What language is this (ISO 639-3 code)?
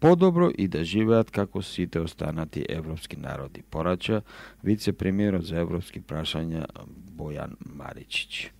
mkd